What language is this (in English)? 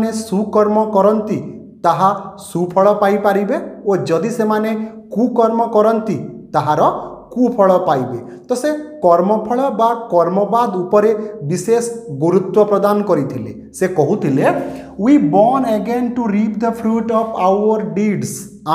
Odia